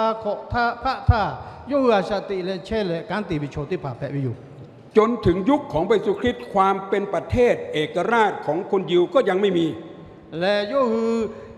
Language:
Lahu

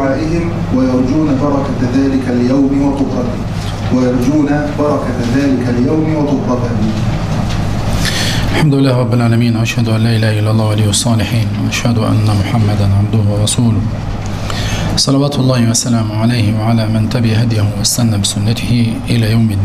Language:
Arabic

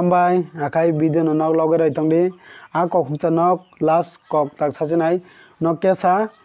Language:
Kok Borok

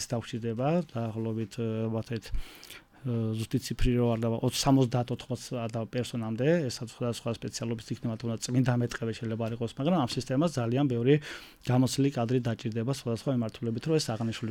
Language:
Georgian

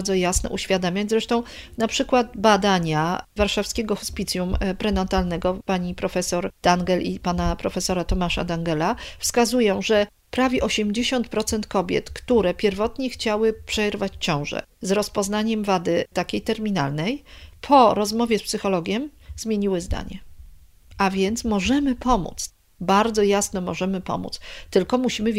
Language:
Polish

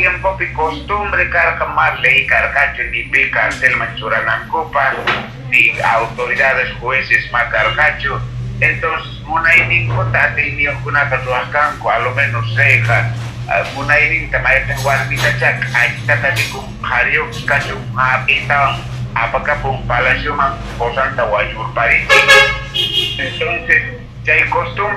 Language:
Quechua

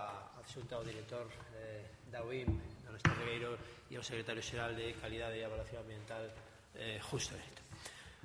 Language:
Galician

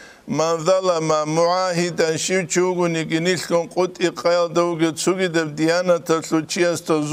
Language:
Avaric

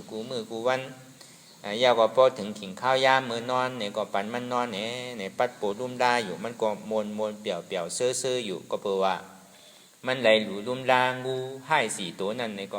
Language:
Shan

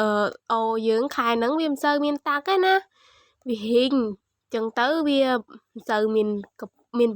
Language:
Khmer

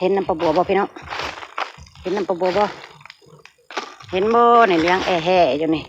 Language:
Northeastern Thai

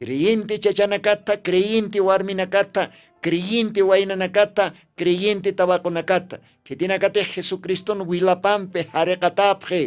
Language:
Aymara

